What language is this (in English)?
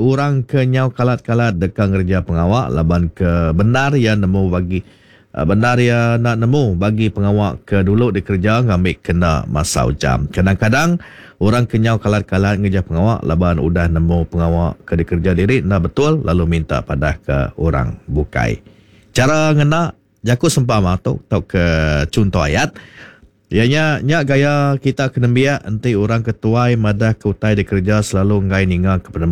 Iban